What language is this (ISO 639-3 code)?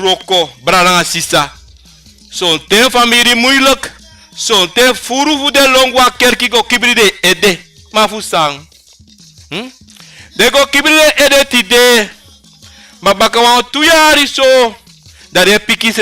srn